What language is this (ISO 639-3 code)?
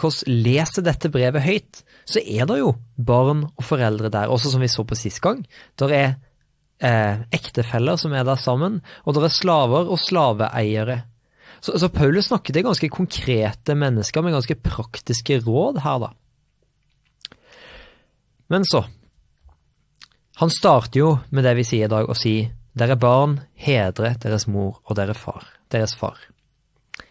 nor